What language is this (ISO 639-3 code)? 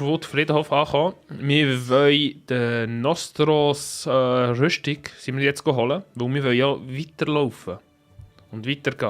gsw